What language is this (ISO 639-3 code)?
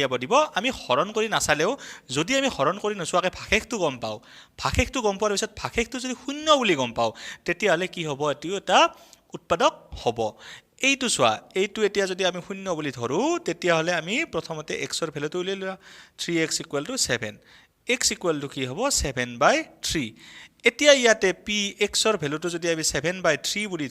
asm